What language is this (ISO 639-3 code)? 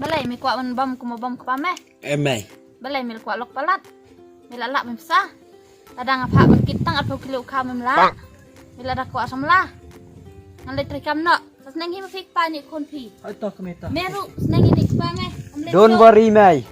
kha